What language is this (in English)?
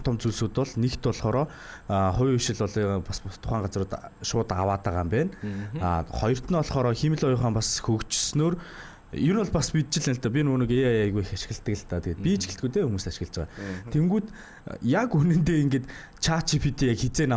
Mongolian